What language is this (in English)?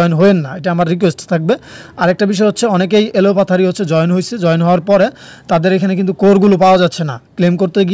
Bangla